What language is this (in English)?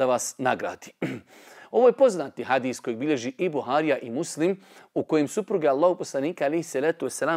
Bosnian